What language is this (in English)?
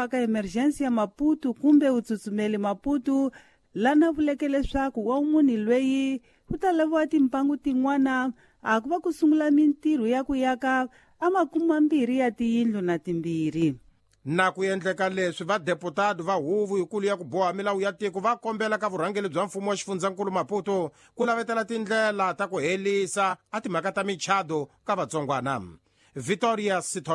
Tsonga